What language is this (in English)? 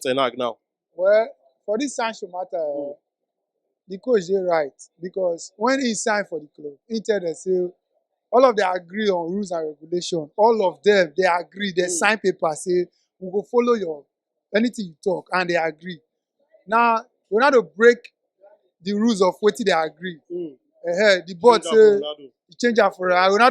Nigerian Pidgin